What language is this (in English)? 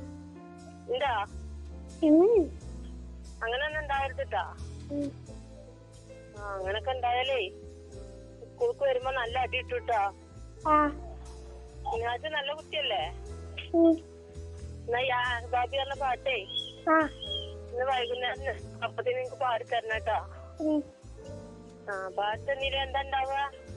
Malayalam